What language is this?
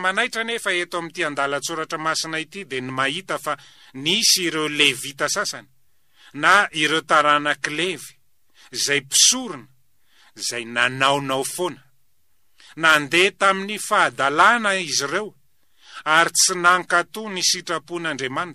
Malagasy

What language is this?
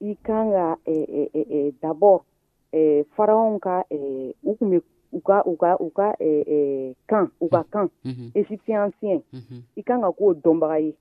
Dyula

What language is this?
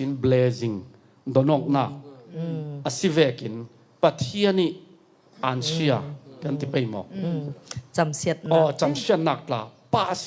Falam Chin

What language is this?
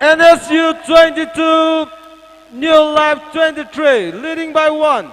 Tangkhul Naga (India)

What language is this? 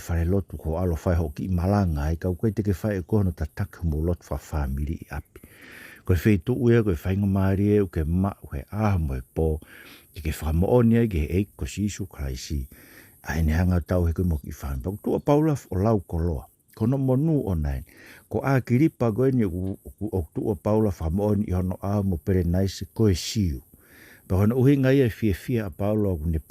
Tongan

